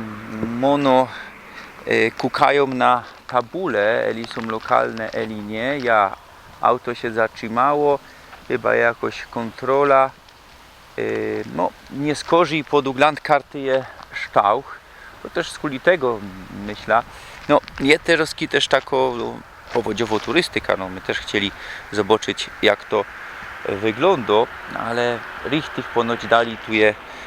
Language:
Silesian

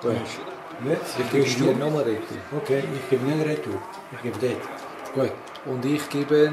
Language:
Swiss German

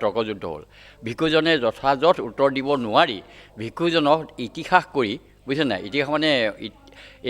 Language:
Assamese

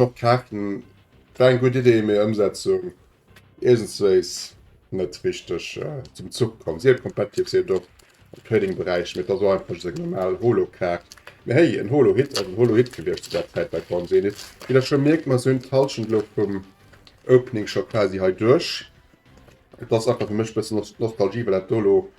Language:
Luxembourgish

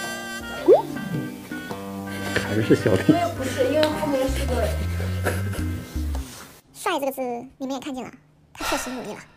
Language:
Chinese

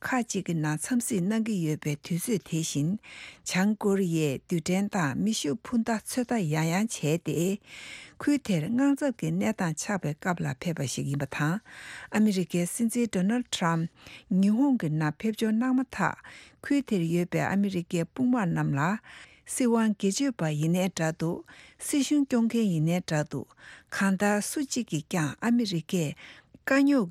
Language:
Tibetan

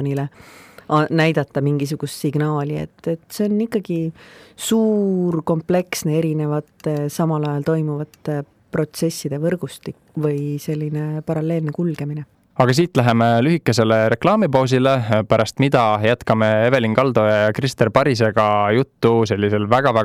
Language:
Estonian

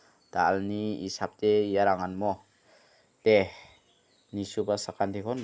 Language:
Garo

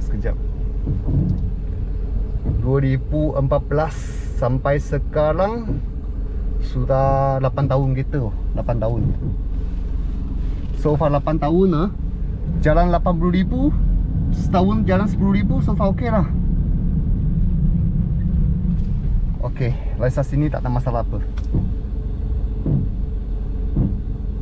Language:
Malay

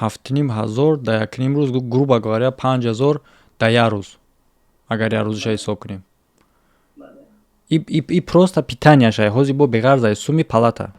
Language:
Tajik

